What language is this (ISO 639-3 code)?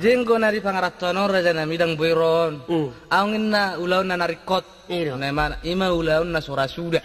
bbc